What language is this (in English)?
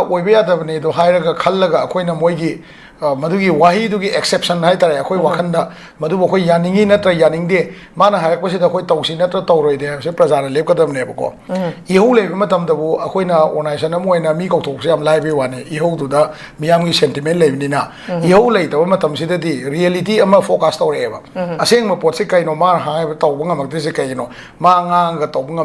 Manipuri